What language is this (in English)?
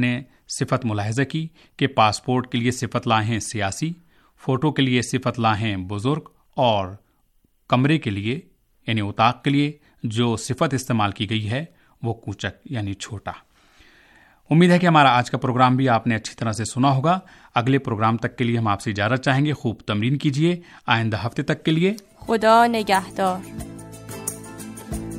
Urdu